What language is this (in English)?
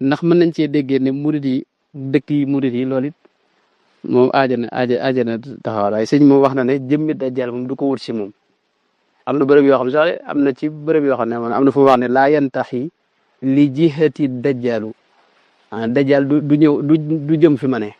Wolof